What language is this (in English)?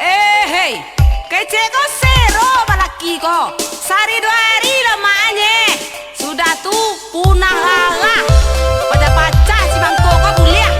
Minangkabau